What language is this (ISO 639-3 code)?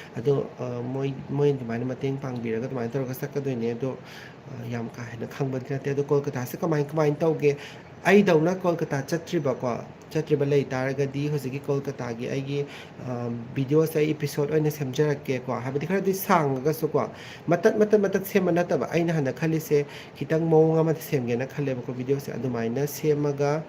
mni